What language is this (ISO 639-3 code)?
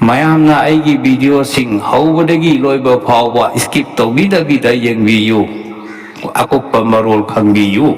mni